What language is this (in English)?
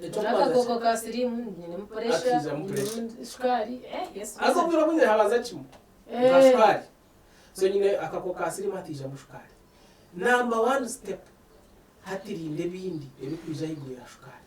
Nyankole